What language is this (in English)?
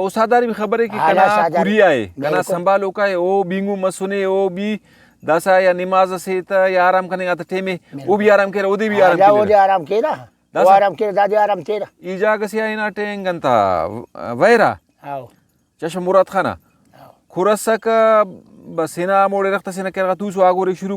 Brahui